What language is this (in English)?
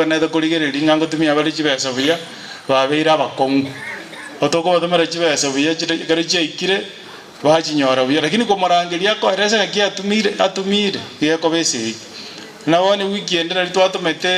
Gusii